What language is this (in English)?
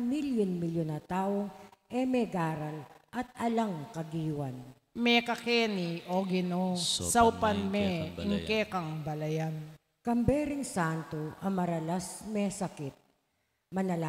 Pampanga